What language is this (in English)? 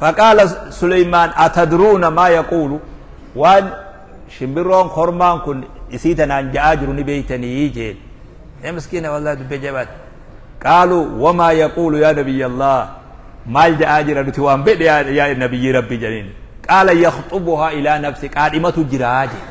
Oromo